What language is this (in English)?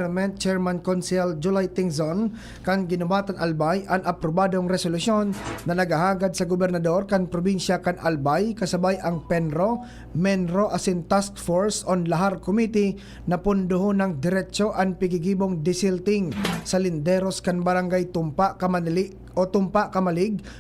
Bikol